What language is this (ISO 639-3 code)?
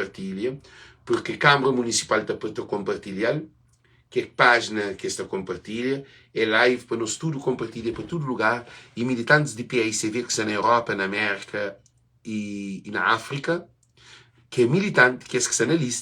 kea